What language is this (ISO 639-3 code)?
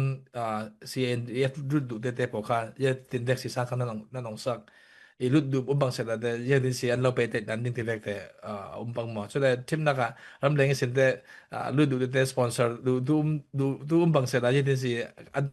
cfm